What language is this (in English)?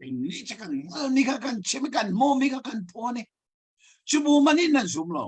Hakha Chin